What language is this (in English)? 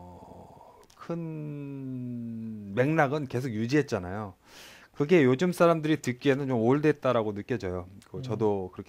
Korean